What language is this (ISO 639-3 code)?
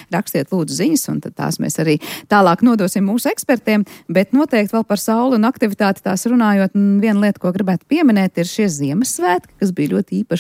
lav